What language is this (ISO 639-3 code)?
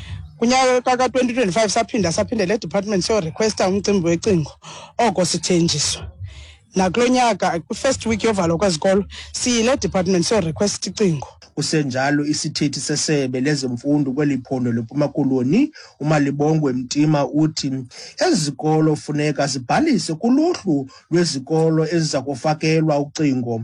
xho